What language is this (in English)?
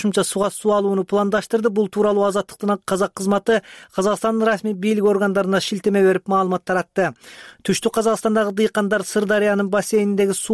Kyrgyz